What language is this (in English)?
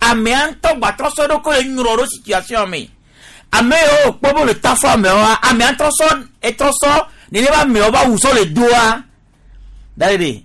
Gen